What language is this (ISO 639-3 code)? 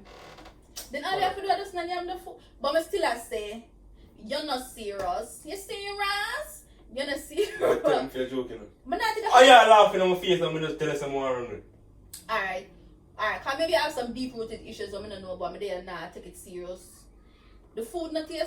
jam